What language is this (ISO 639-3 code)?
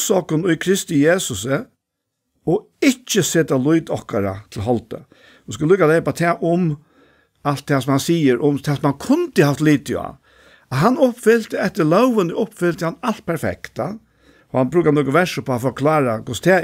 fao